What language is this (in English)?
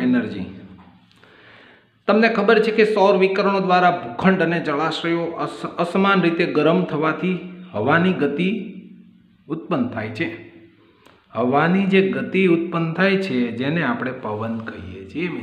Gujarati